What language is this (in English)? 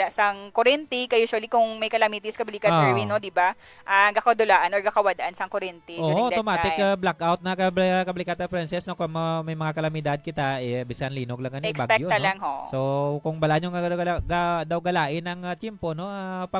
Hiligaynon